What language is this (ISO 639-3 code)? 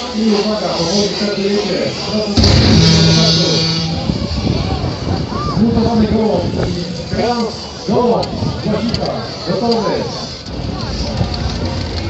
pol